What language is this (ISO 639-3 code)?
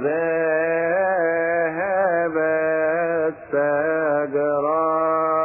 ara